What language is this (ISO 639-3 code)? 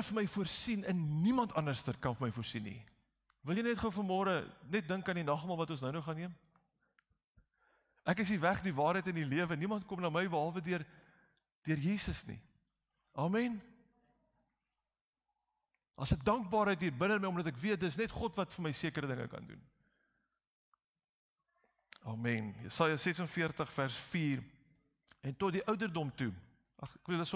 afr